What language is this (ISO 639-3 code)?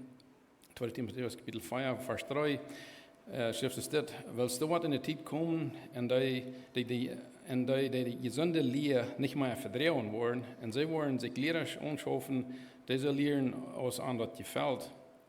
pdt